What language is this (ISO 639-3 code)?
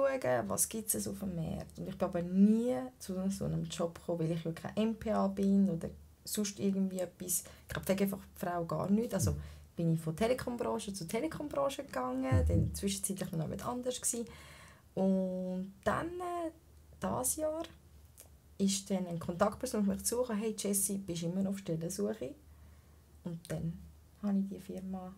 gsw